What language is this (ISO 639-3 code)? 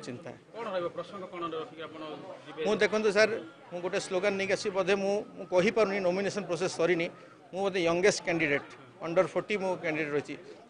ori